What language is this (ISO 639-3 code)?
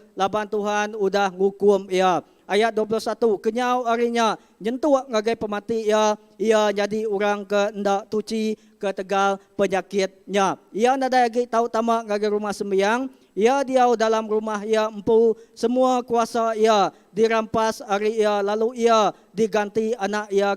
iba